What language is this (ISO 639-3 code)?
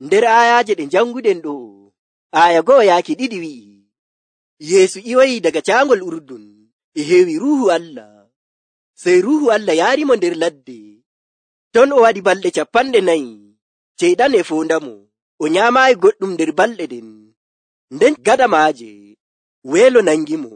fuv